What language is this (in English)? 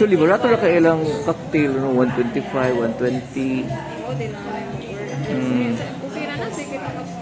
Cebuano